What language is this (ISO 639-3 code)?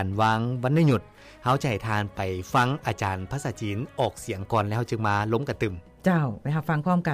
lao